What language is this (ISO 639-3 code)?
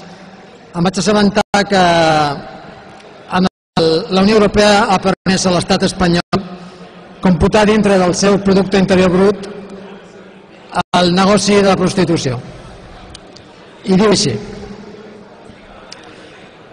cat